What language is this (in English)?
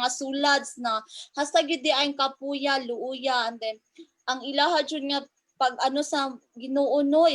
Cebuano